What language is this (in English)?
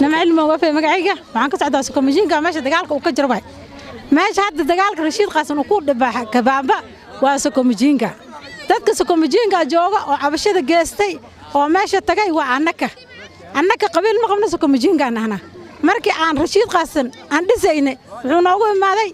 Somali